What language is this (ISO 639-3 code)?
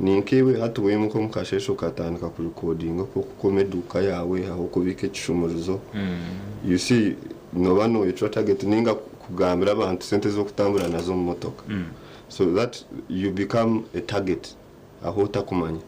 nyn